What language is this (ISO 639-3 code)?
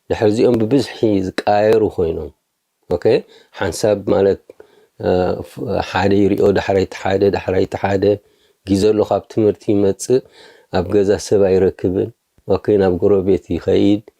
tir